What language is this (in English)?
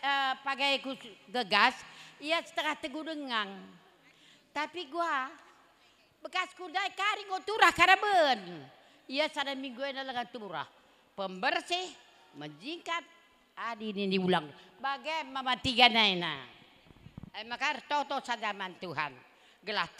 Batak Karo